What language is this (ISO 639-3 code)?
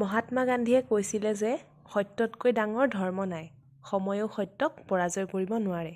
asm